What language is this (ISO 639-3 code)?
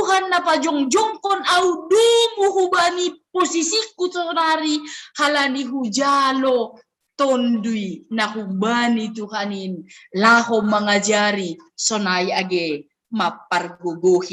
bts